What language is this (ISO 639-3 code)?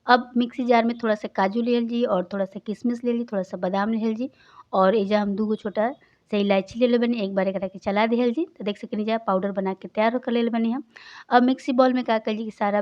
bho